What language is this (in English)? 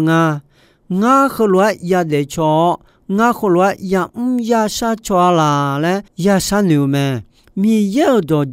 Akha